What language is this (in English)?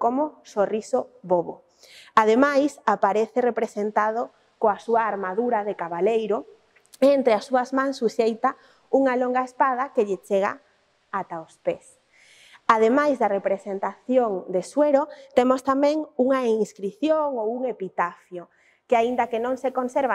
Galician